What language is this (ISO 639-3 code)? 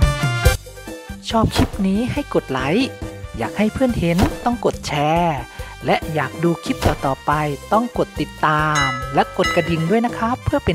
tha